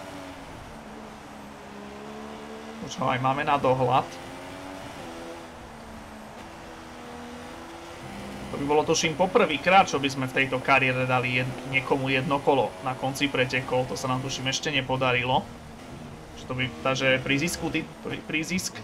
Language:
Slovak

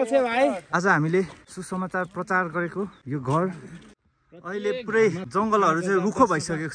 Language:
Nepali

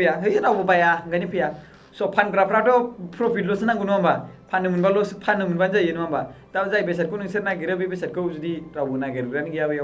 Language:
Bodo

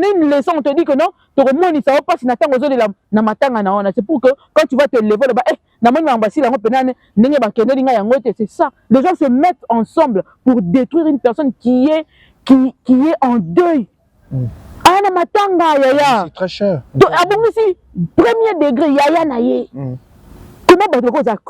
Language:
Lingala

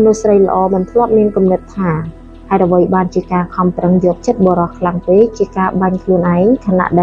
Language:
Khmer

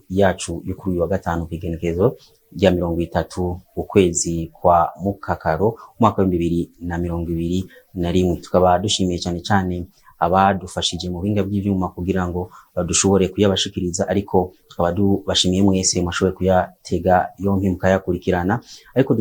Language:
Rundi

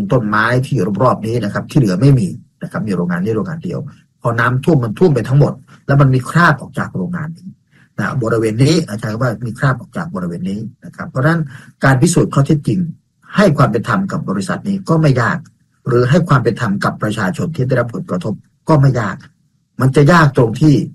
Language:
Thai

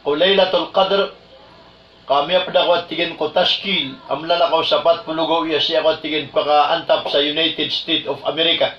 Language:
Maranao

